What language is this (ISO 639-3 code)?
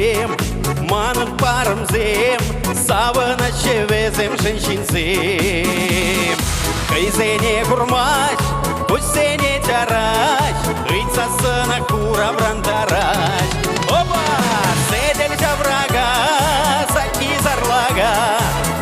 chv